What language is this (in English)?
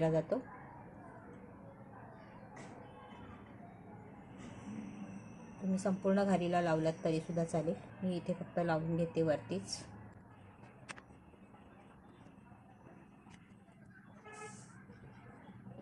Marathi